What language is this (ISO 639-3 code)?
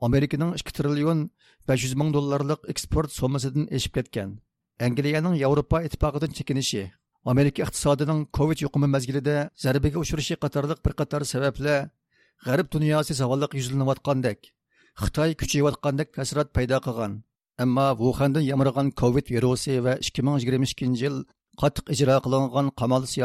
uig